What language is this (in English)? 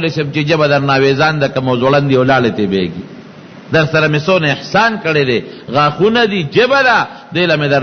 Pashto